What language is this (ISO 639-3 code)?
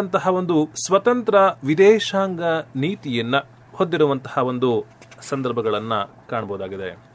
kan